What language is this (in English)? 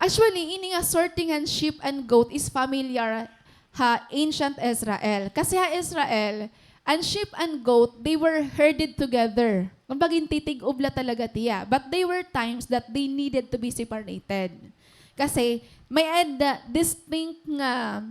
Waray